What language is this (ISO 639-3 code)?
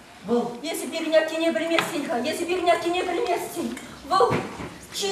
chv